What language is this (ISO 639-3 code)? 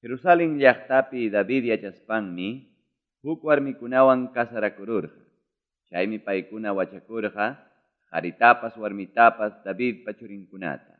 quy